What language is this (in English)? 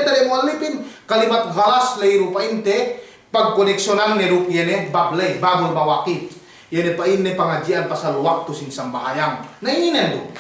Yakan